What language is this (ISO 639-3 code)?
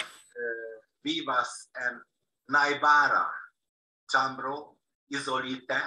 epo